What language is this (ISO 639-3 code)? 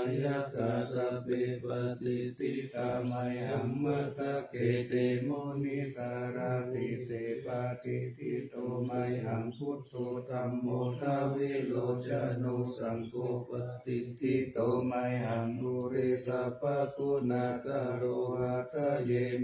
pli